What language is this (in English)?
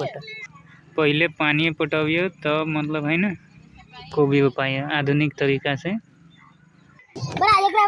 Maithili